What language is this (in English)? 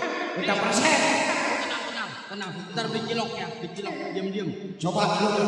Betawi